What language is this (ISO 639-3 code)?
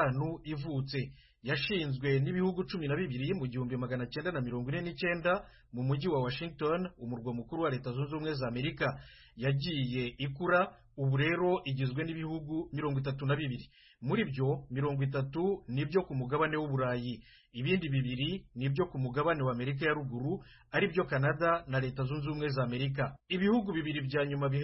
kin